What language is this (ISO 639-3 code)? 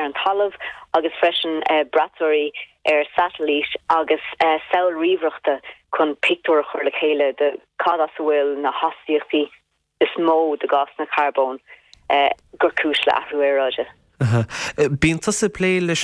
gle